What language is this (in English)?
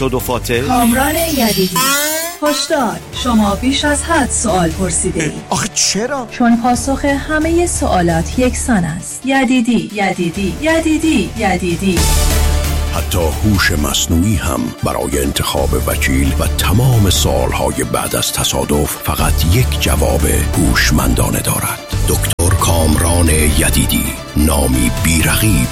Persian